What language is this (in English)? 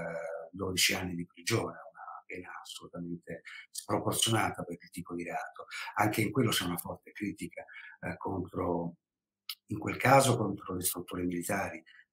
Italian